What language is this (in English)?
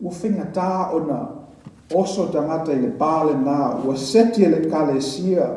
Samoan